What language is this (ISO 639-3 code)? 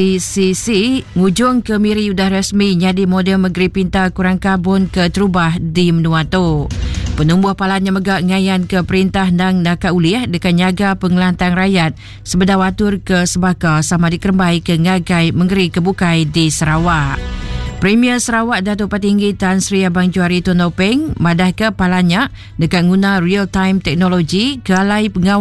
iba